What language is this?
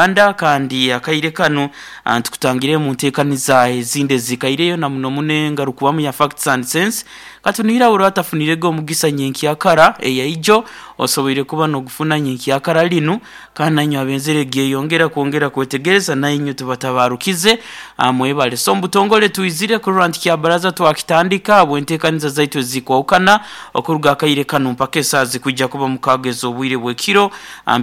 Nyoro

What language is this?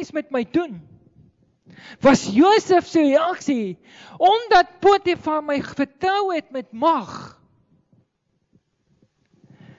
Afrikaans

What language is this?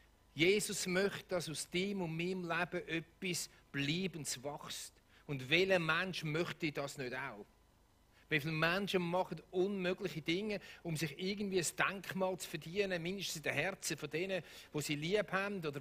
Swiss German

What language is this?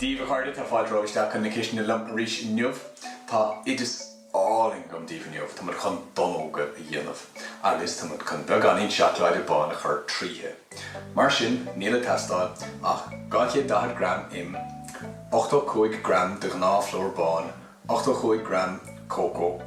Irish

